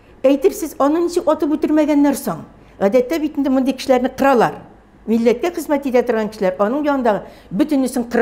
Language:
Tatar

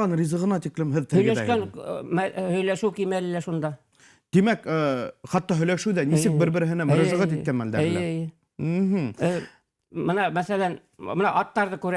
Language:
Bashkir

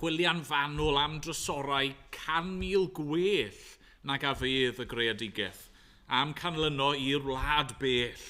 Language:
Welsh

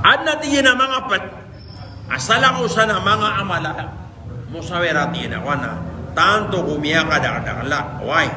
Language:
Maranao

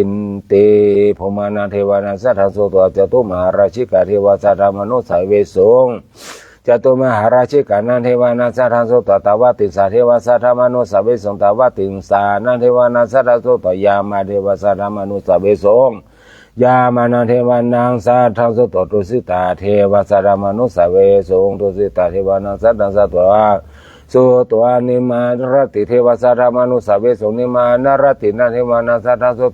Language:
Pali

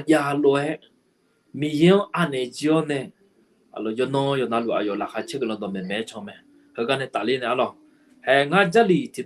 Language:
Akha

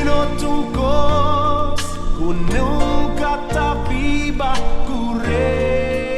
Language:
Papiamento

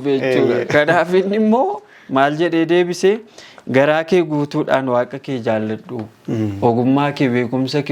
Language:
Oromo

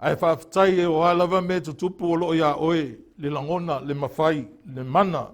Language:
Samoan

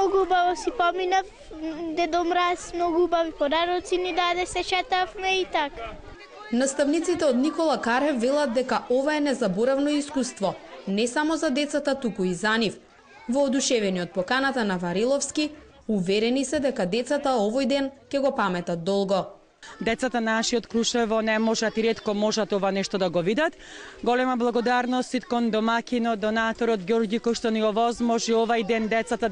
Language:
Macedonian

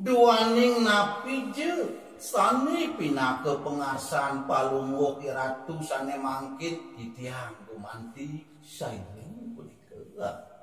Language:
Balinese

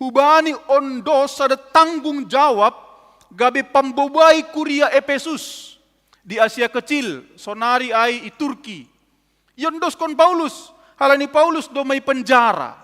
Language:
Batak Simalungun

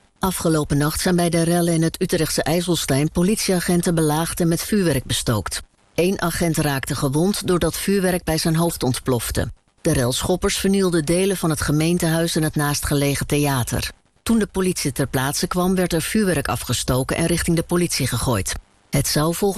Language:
Dutch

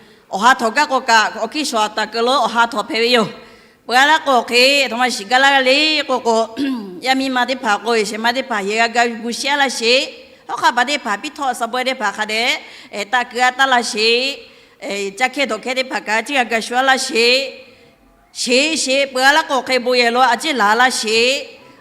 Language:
Lahu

